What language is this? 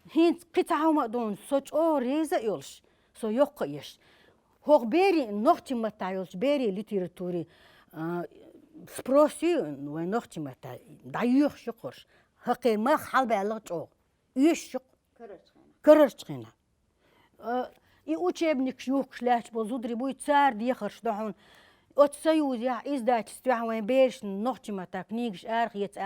Chechen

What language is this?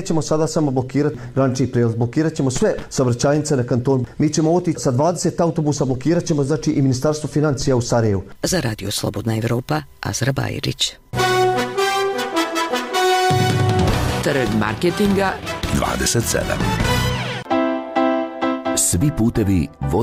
Bosnian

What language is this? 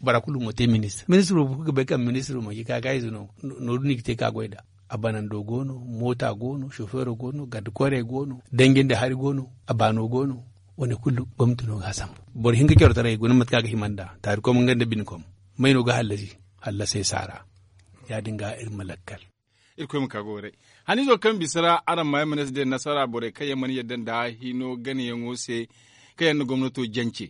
Zarma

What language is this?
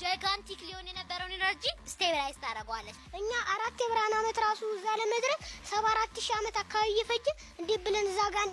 Amharic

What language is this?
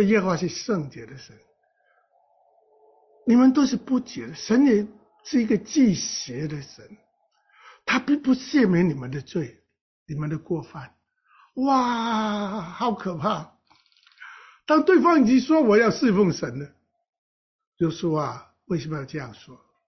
Chinese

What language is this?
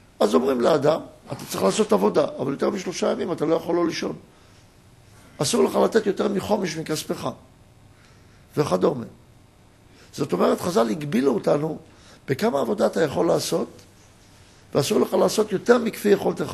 Hebrew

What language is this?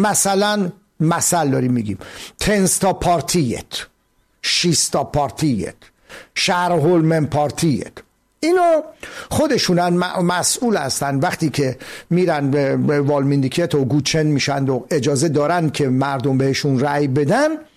Persian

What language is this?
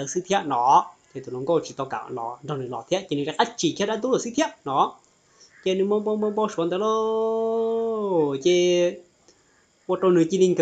Hmong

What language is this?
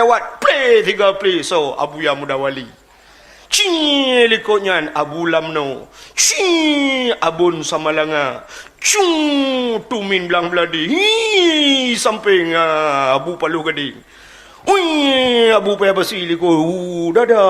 Achinese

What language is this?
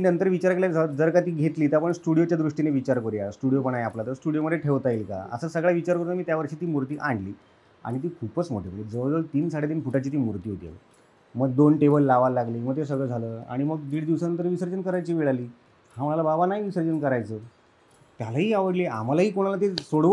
Marathi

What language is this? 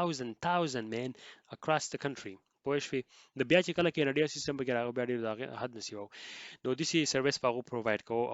Pashto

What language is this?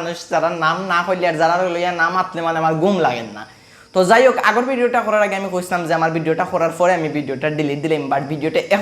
Sylheti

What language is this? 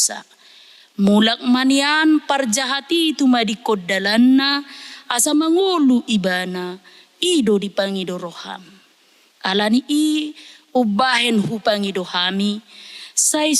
Batak Toba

